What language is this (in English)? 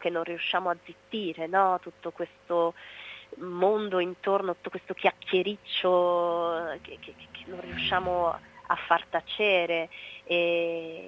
Italian